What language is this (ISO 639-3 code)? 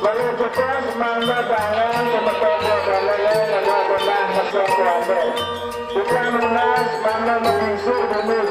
ban